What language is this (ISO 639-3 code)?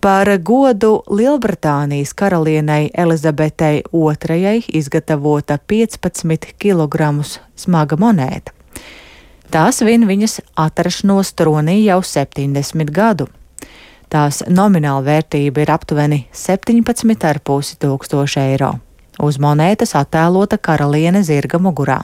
lav